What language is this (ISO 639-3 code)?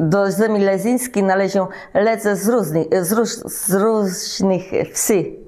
csb